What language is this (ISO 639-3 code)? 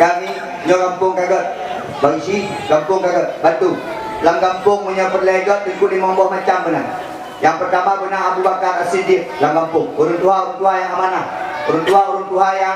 ace